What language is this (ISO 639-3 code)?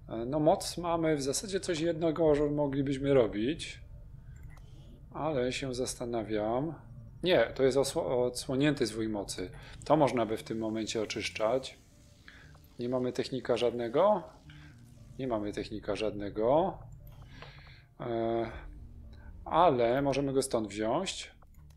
pol